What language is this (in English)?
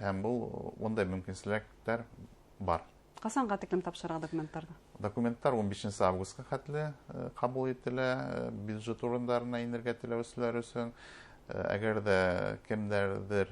Bashkir